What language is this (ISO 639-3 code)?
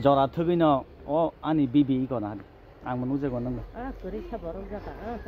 trp